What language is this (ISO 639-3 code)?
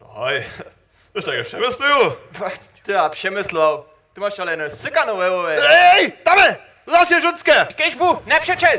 hsb